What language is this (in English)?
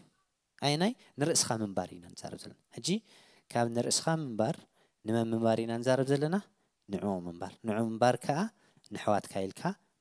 Tigrinya